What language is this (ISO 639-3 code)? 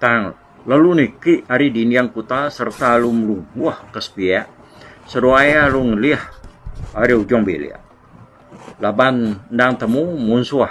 iba